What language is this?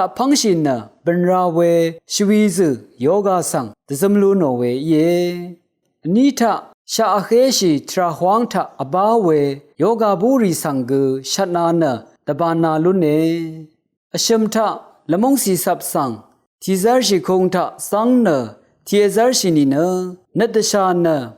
Rawang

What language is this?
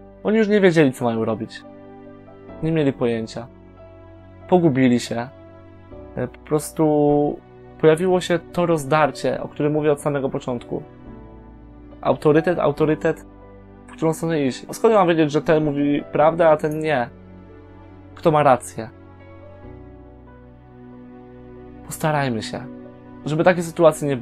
Polish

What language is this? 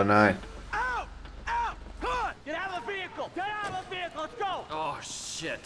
Finnish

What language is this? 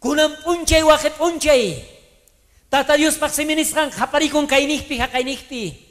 South Bolivian Quechua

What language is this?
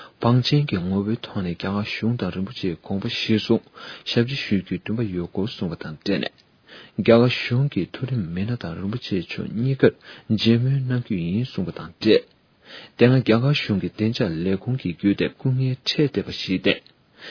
Tibetan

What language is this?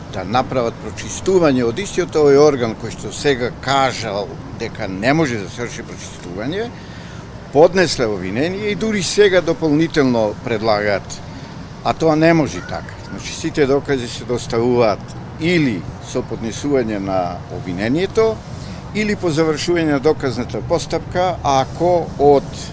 Macedonian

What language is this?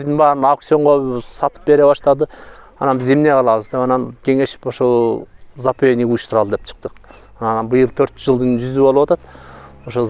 Kyrgyz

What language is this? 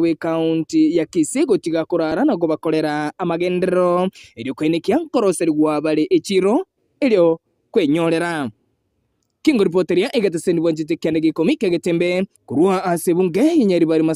Gusii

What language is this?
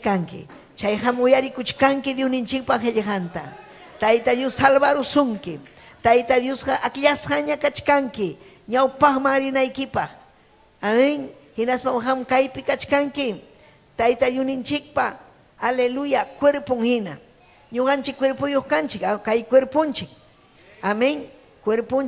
Ayacucho Quechua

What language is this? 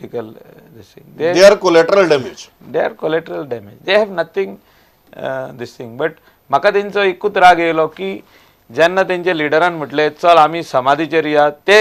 Konkani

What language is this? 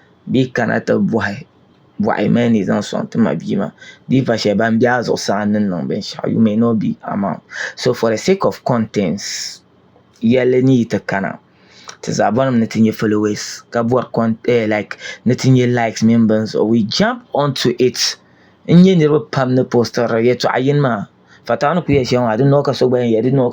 Dagbani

